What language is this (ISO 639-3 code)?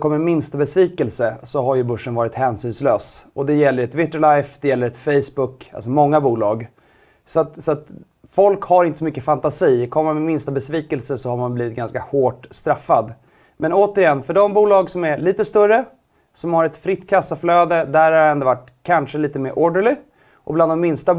swe